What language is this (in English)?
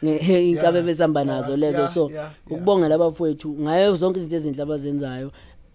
Zulu